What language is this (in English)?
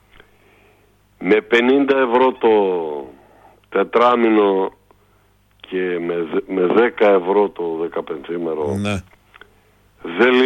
Greek